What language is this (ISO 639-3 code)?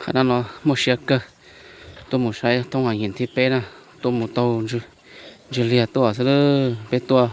hmn